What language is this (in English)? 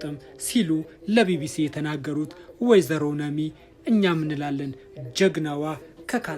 Amharic